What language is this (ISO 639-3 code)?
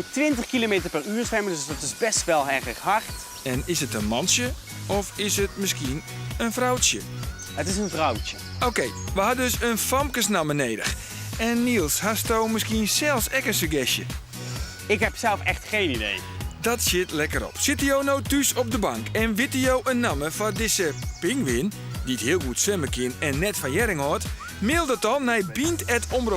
fry